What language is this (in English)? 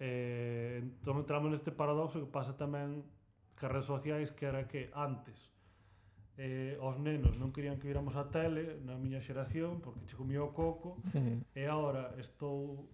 Galician